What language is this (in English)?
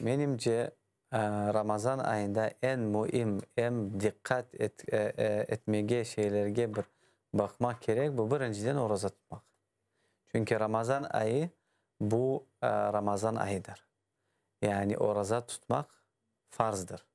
Crimean Tatar